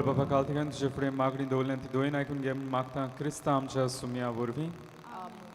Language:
Konkani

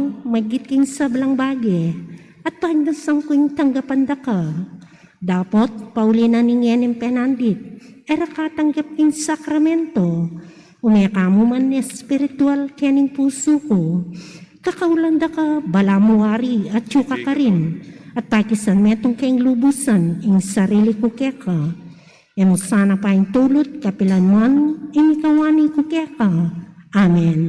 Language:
Pampanga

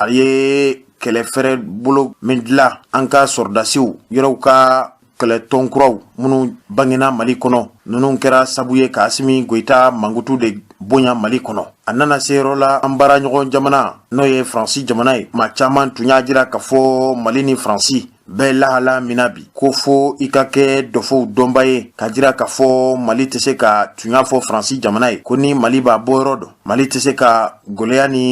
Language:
Bambara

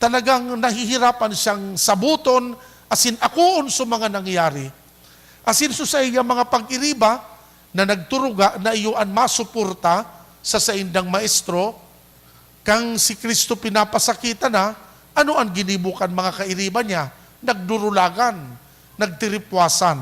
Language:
Bikol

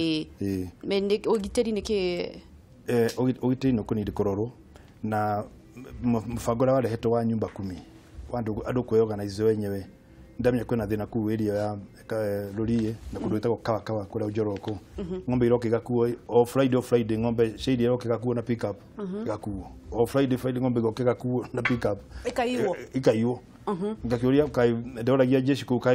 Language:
Kikuyu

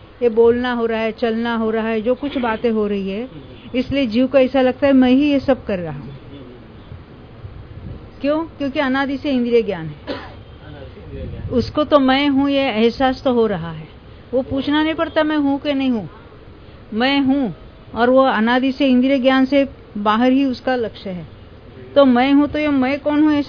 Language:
Hindi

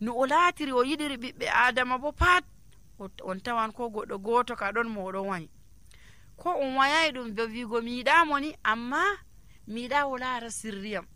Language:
Nigerian Fulfulde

